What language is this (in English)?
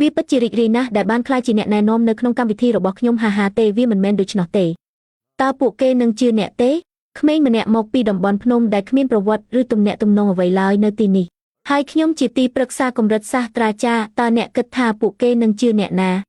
Khmer